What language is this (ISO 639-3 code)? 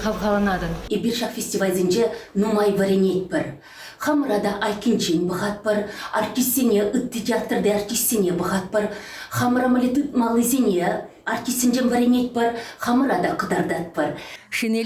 chv